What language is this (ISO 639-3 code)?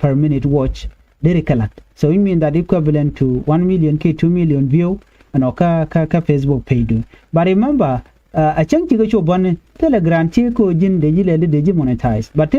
nus